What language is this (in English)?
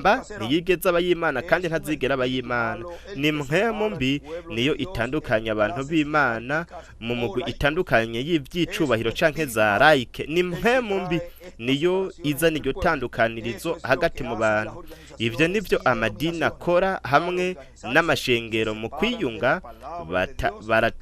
Rundi